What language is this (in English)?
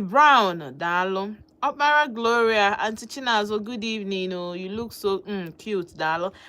Igbo